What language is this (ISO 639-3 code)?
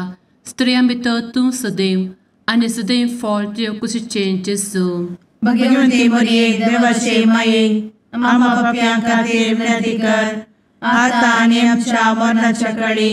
kok